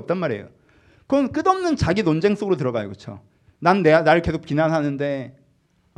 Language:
Korean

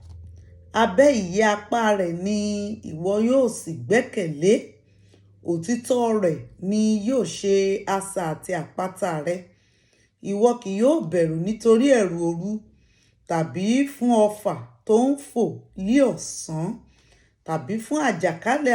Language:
Yoruba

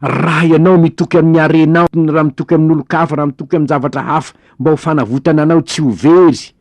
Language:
Malagasy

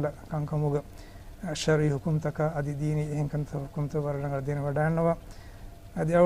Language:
Divehi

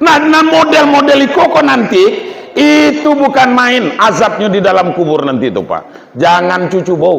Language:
Minangkabau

